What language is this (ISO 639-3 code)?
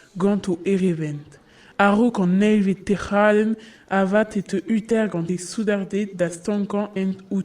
bre